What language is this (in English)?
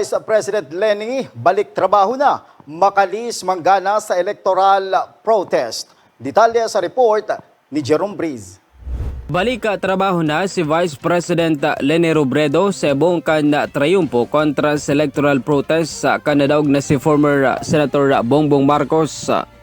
Bikol